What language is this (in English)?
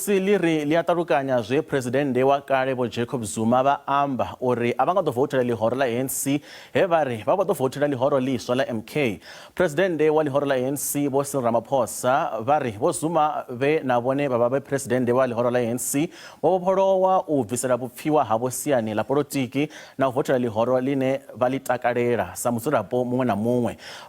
Venda